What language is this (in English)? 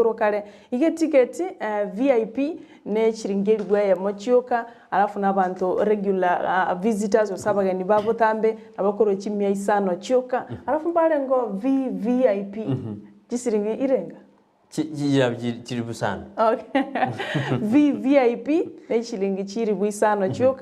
Gusii